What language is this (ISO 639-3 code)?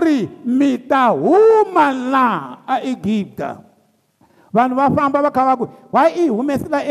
tso